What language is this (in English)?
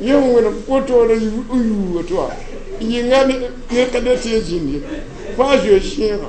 Mossi